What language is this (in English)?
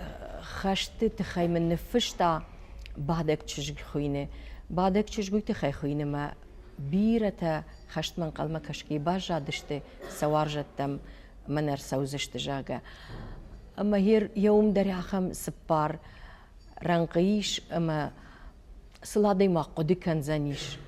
Ossetic